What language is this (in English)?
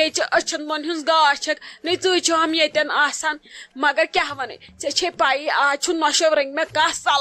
Kashmiri